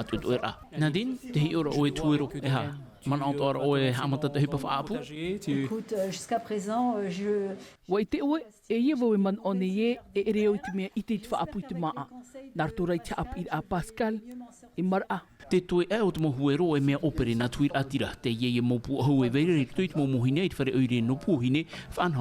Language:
Tahitian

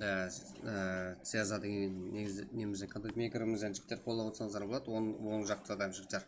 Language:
Kara-Kalpak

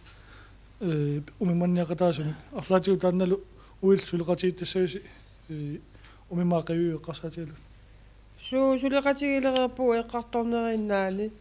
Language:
Kalaallisut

